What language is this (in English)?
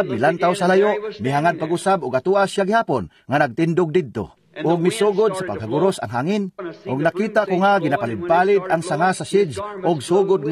Cebuano